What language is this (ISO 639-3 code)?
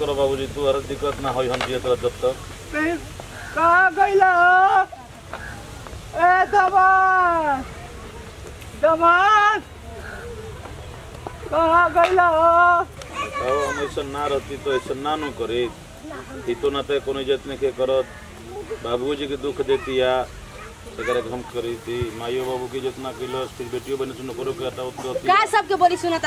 bho